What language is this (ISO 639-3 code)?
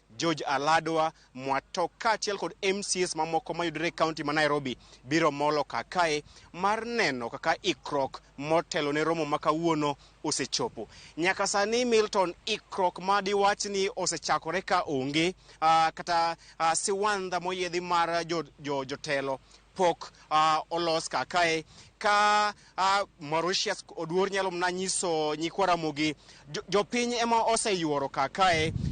luo